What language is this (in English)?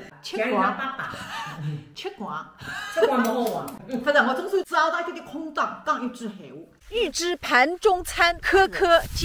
Wu Chinese